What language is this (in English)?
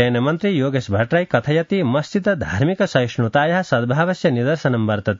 Sanskrit